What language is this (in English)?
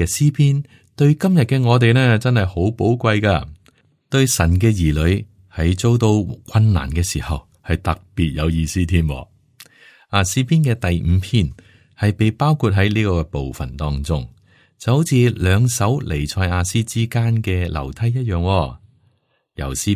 Cantonese